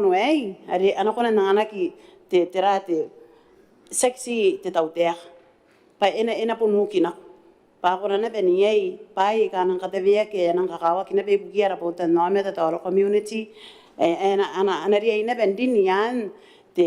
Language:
Gilbertese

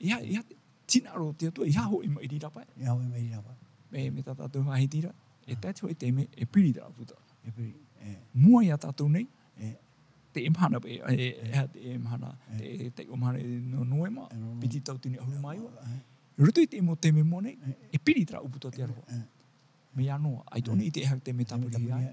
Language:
Tahitian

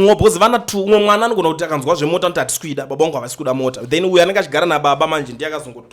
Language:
Shona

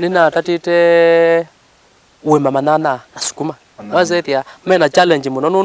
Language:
Kamba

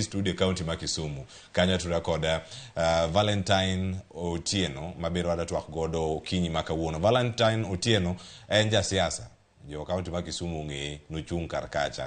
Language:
Luo (Kenya and Tanzania)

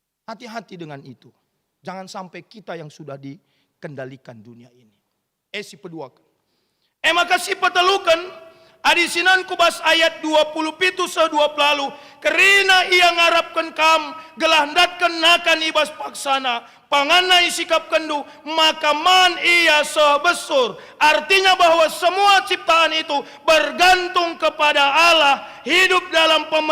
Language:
Batak Karo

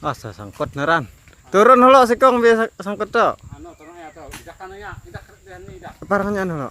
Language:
Banjar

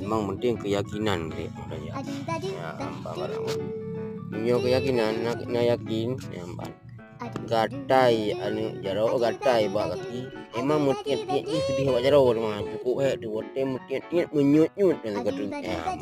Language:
Achinese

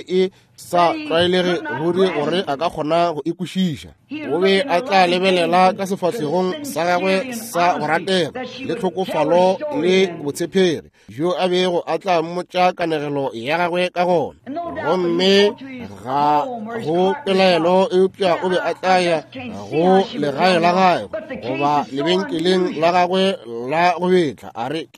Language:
Northern Sotho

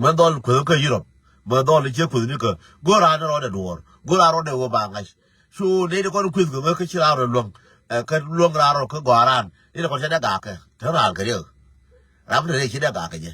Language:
Nuer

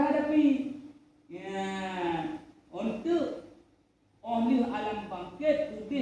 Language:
Achinese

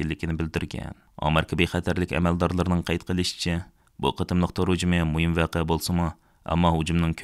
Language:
Uyghur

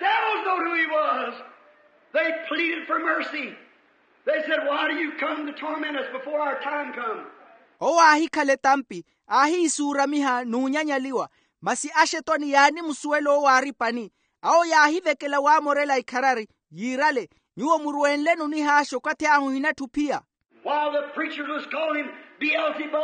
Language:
Makhuwa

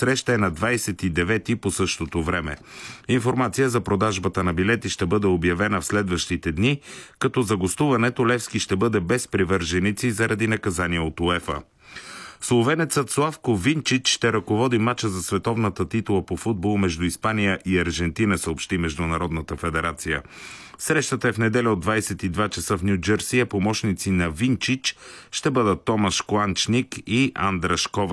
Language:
Bulgarian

